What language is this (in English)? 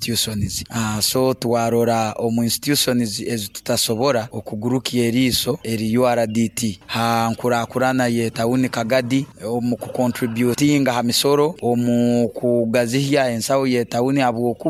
Nyoro